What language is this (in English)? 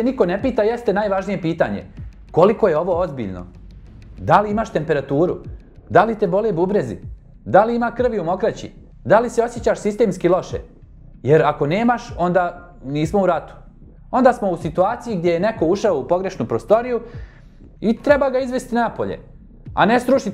Bosnian